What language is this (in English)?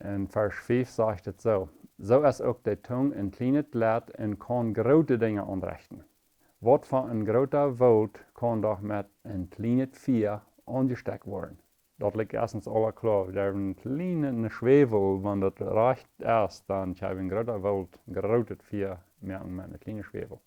Plautdietsch